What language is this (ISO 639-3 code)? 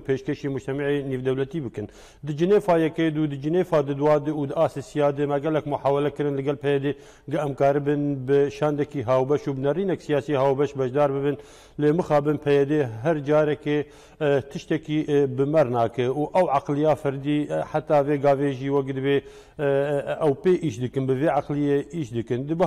kur